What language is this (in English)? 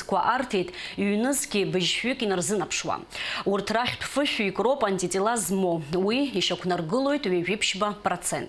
Abkhazian